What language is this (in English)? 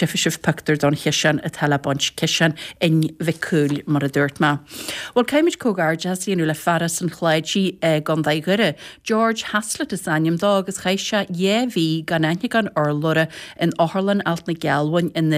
Irish